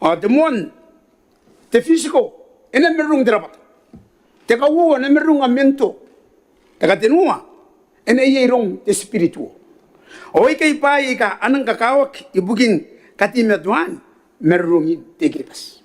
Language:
Gilbertese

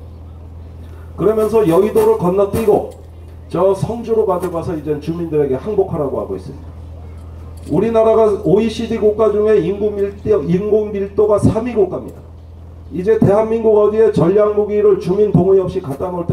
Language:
Korean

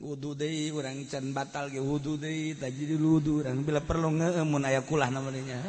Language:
Sundanese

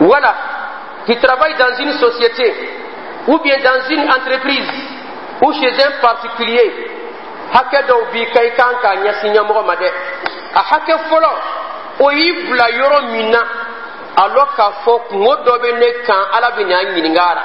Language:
Dyula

